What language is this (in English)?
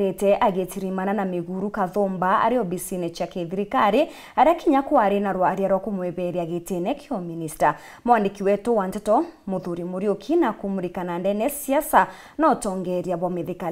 Meru